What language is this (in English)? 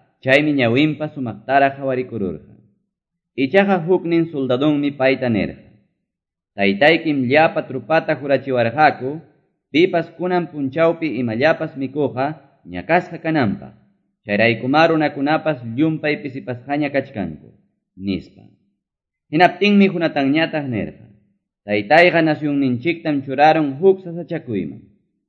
Quechua